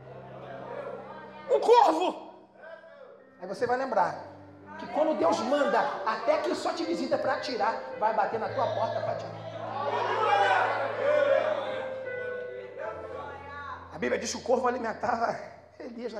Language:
Portuguese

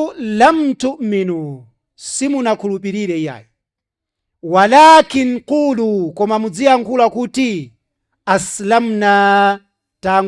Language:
Nyanja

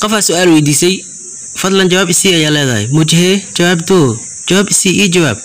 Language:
Somali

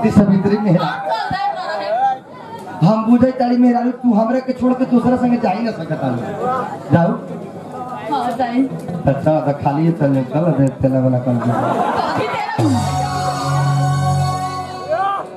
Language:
Bhojpuri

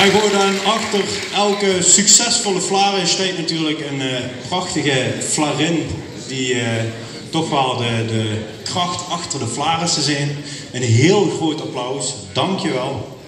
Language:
Limburgish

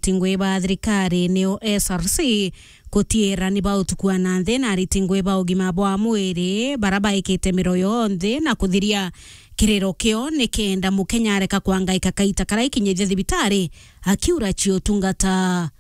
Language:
Meru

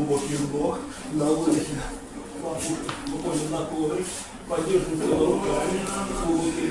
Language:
Russian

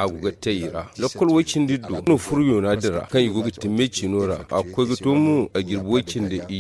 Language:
Zarma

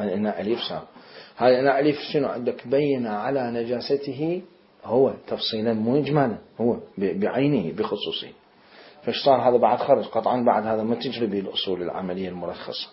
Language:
Mesopotamian Arabic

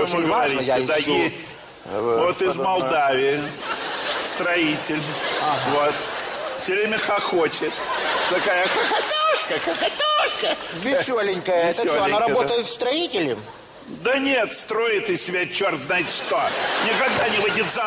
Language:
Russian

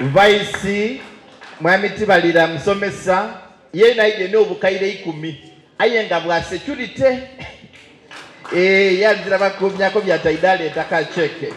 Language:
Soga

